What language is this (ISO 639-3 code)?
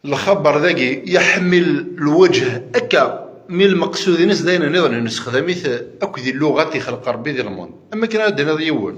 kab